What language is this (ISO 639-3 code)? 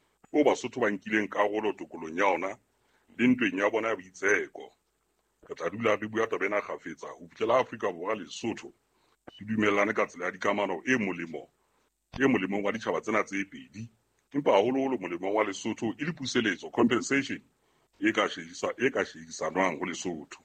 sot